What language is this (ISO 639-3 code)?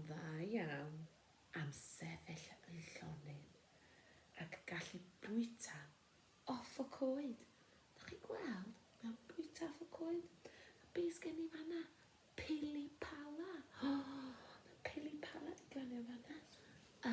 cym